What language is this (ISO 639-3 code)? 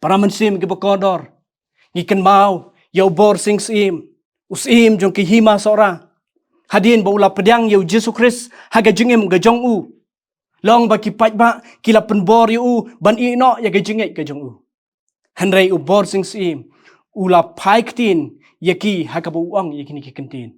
kha